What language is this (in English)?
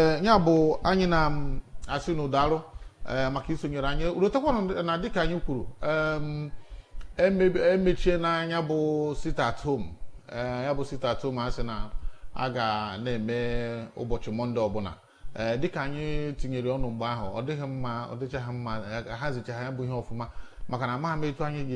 Igbo